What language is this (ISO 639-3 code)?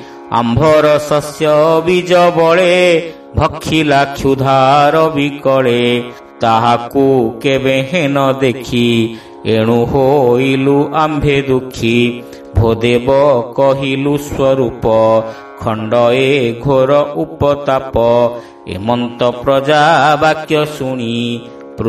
ori